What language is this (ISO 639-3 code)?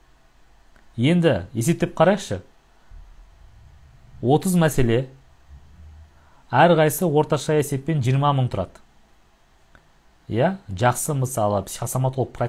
kaz